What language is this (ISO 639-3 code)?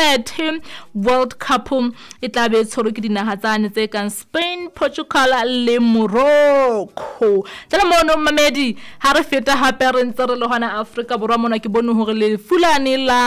sot